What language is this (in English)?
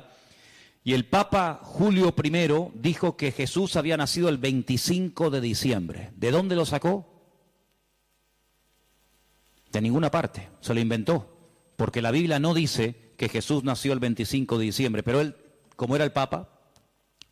Spanish